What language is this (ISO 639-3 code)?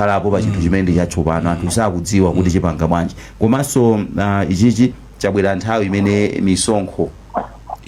nya